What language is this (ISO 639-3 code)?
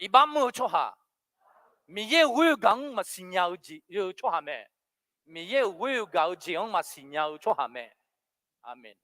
ahk